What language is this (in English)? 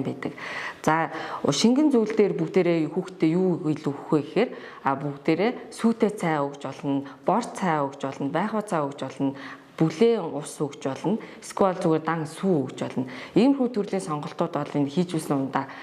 Mongolian